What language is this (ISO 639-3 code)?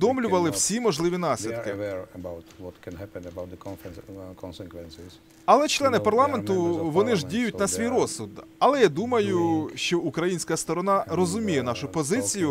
ukr